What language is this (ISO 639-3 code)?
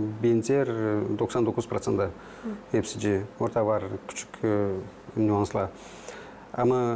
gag